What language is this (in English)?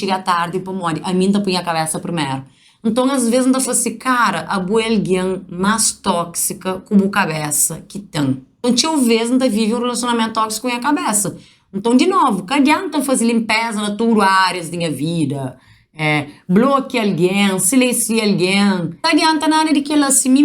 Kabuverdianu